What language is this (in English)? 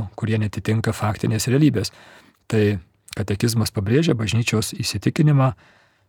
Lithuanian